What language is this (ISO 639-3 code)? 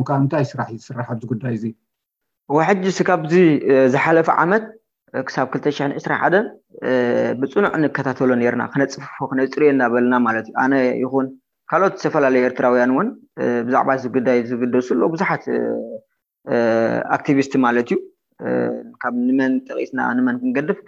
tir